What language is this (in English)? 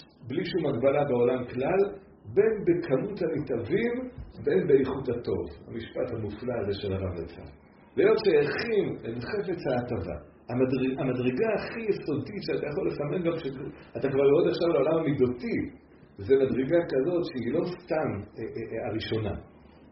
Hebrew